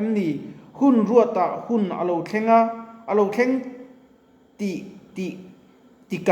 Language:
Mizo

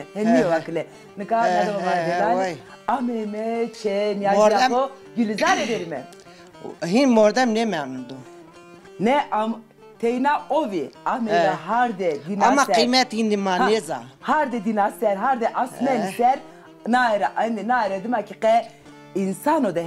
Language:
Zaza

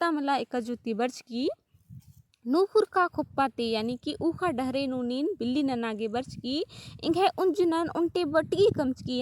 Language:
Kurukh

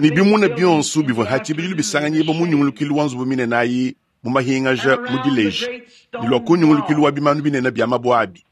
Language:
Luba-Lulua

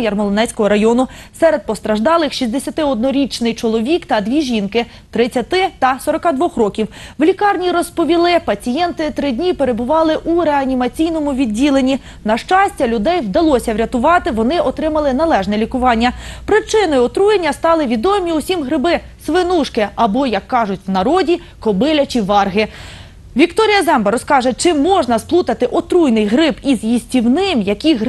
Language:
Ukrainian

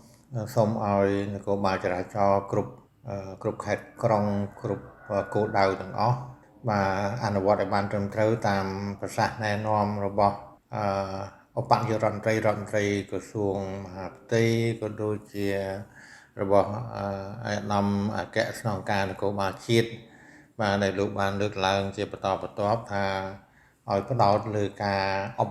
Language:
Khmer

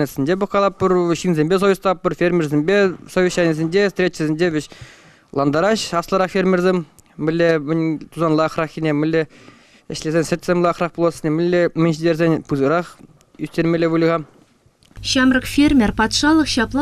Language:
Chuvash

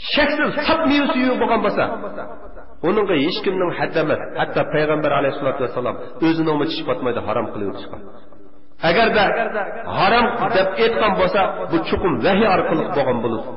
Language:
Uyghur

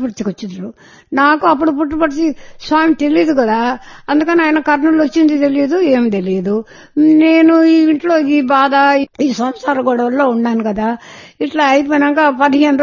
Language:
Telugu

